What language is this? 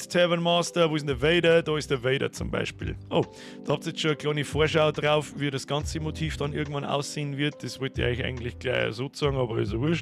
Bavarian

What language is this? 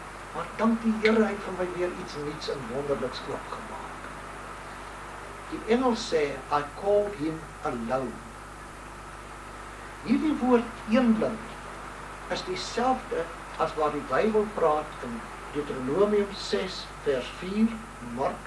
Afrikaans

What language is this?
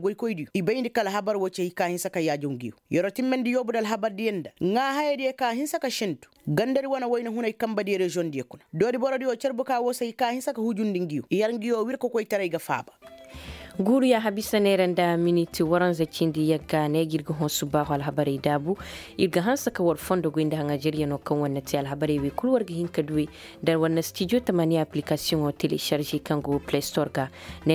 Koyraboro Senni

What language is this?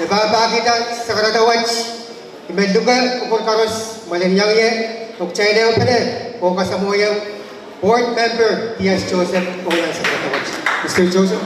Pohnpeian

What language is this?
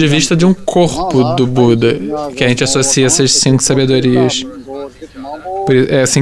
Portuguese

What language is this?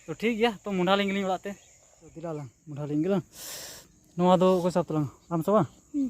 Santali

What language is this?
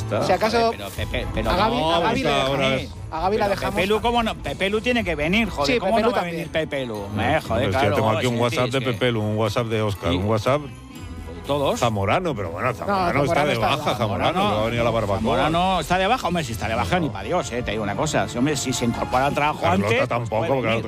Spanish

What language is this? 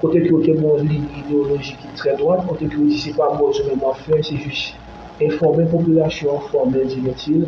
Haitian Creole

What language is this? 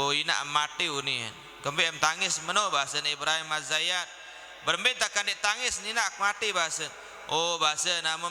Sasak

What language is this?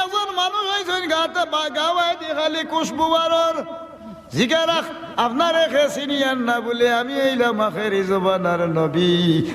Sylheti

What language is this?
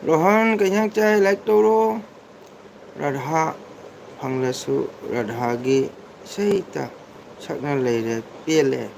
Manipuri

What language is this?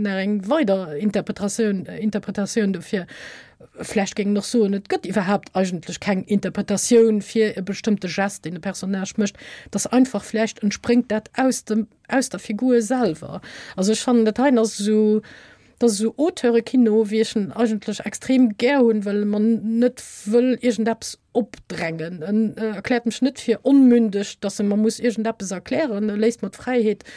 Luxembourgish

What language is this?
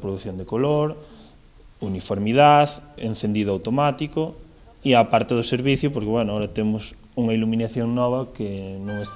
Galician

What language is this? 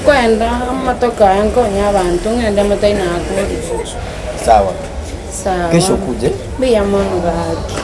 Gusii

